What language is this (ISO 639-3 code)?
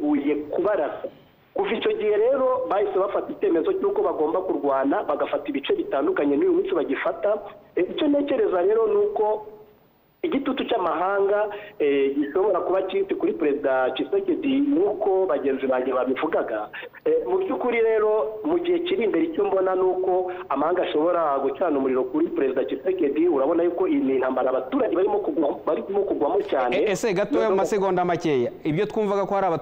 kin